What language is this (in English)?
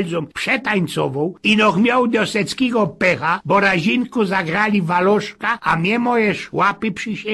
Silesian